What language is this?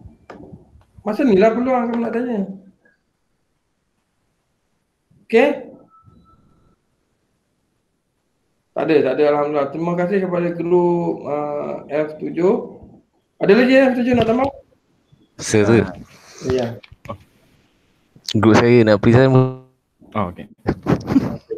Malay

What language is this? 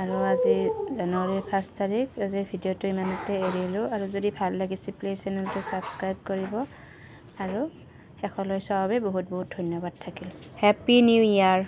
Assamese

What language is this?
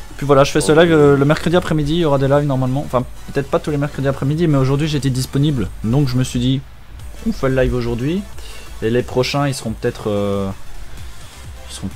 French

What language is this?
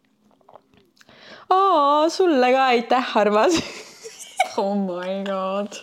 Estonian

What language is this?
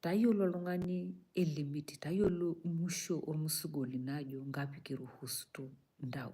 Masai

